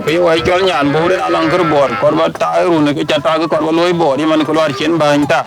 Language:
Dinka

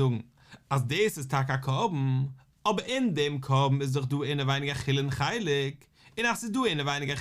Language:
Yiddish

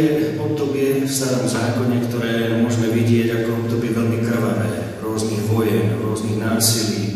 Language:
Slovak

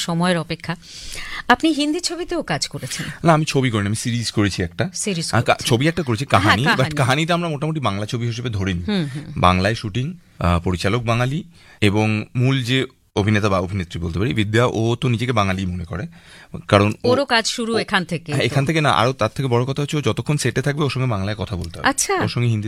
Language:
Bangla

